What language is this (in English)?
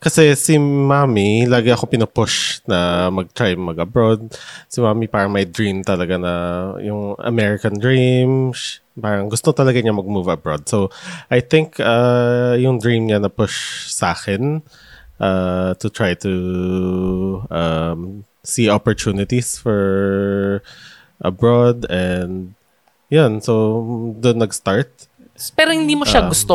Filipino